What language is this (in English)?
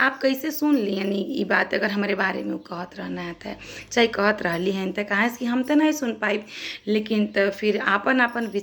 Bhojpuri